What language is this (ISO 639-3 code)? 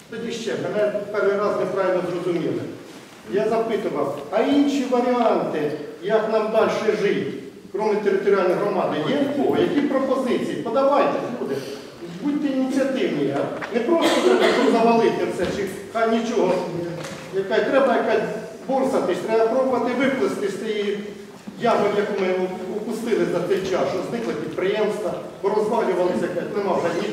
ukr